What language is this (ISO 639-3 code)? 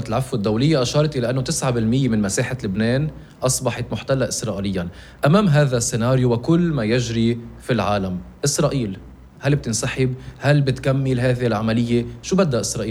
apc